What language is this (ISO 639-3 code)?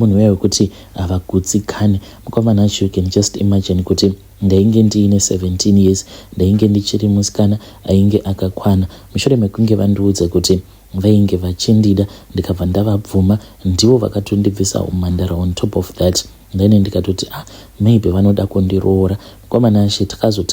sna